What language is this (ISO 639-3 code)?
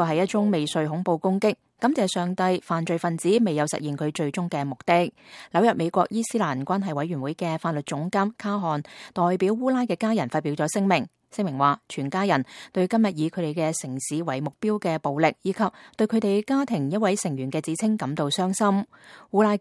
yue